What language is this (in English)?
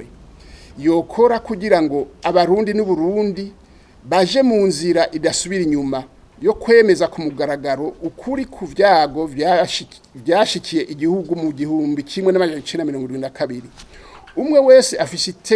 Rundi